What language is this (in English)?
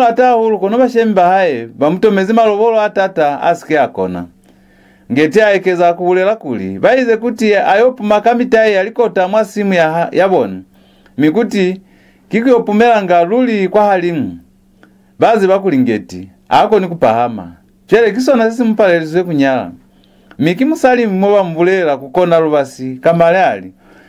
Lozi